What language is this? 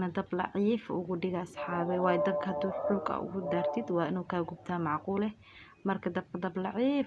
Somali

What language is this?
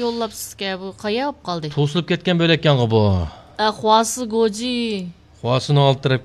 Uyghur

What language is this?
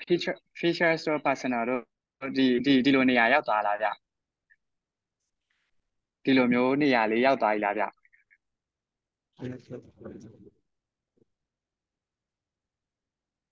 Burmese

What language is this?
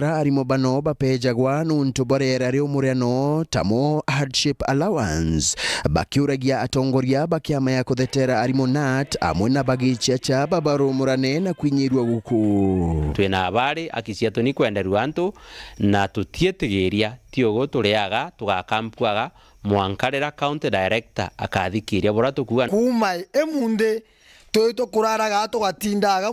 Meru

